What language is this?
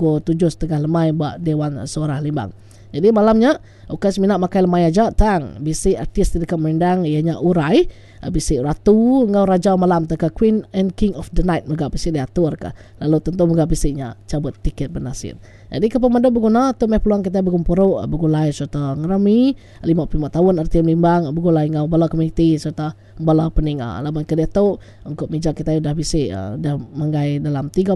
Iban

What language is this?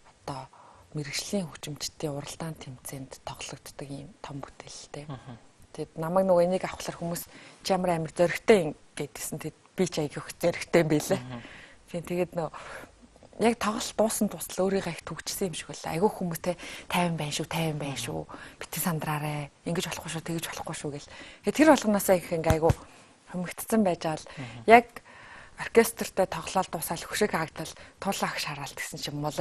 Mongolian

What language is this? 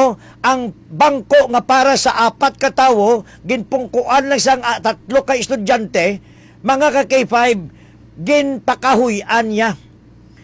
Hiligaynon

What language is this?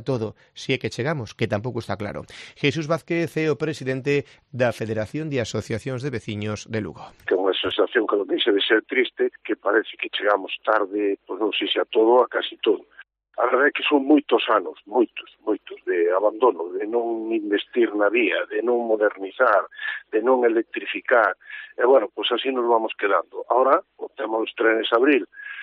Galician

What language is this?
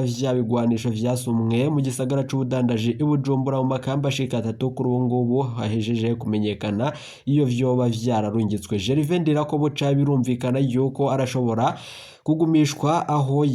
Rundi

